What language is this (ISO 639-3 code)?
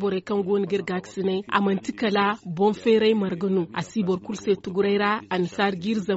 dje